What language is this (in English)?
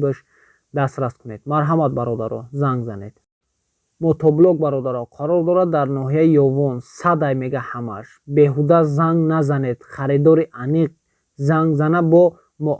Tajik